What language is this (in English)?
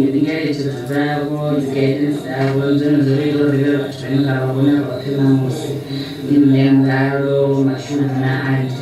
Venda